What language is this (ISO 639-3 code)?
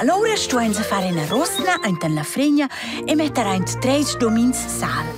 roh